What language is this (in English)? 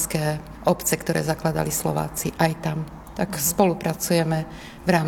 Slovak